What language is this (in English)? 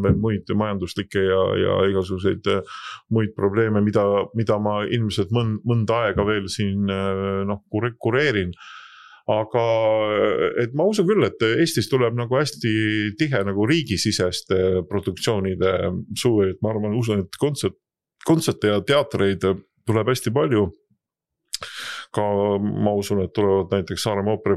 Estonian